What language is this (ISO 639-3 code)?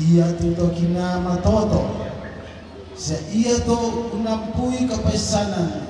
sda